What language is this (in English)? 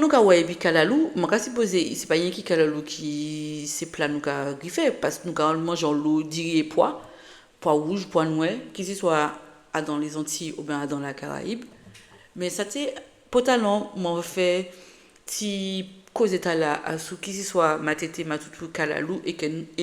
Guadeloupean Creole French